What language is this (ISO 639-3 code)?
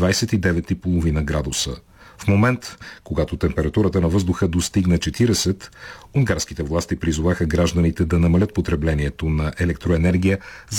bul